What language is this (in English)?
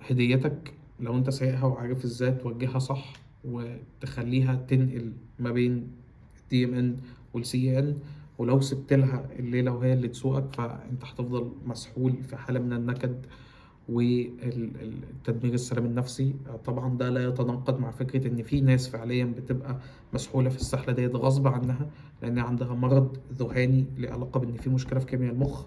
Egyptian Arabic